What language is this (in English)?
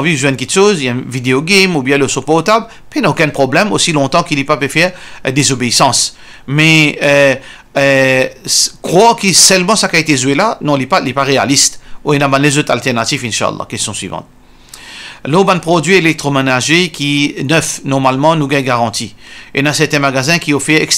Morisyen